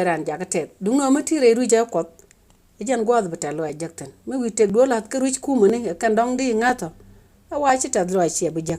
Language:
Nuer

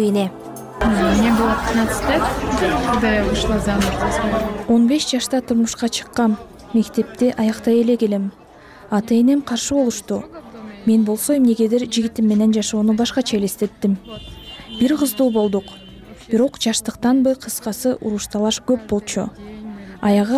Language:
Kyrgyz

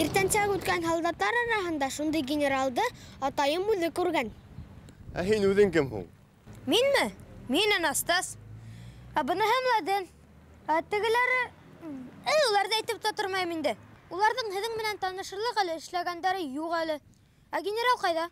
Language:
Bashkir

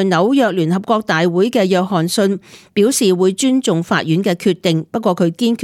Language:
Cantonese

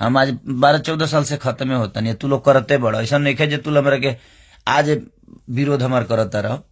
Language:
Bhojpuri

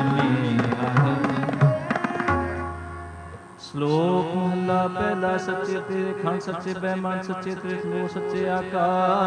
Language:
Punjabi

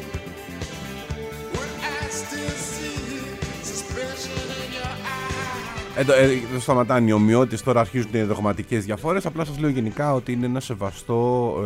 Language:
Greek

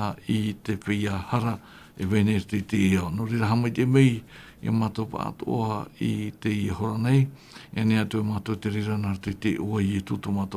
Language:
Tahitian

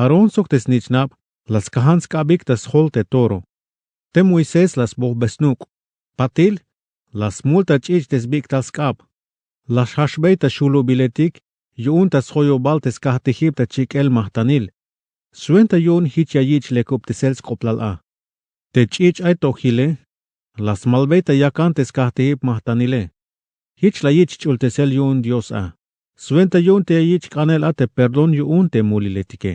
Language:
Tzeltal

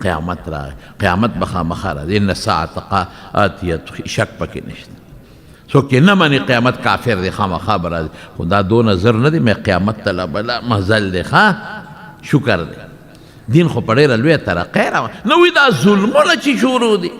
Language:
Pashto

